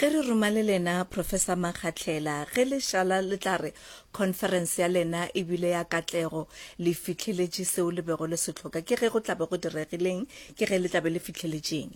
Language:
Northern Sotho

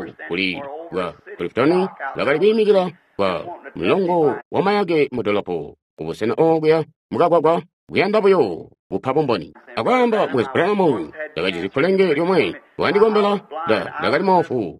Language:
Tonga (Zambia)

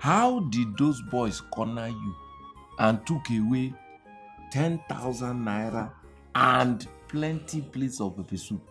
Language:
Nigerian Pidgin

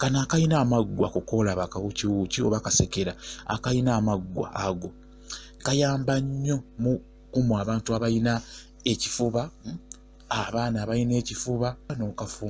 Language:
Ganda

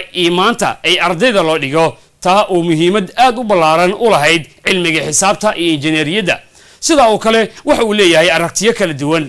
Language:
Somali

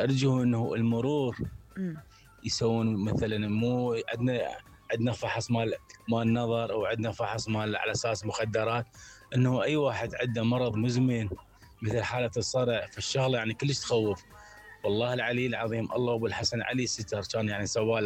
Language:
Mesopotamian Arabic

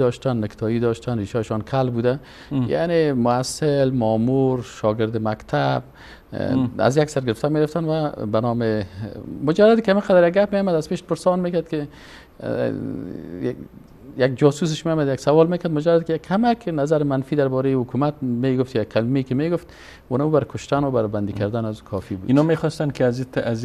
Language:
Persian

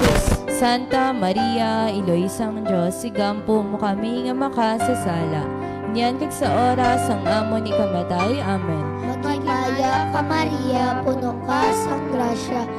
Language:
Hiligaynon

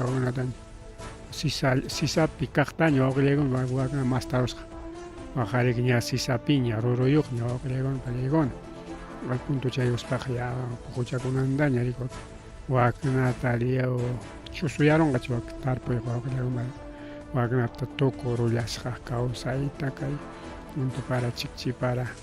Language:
Ayacucho Quechua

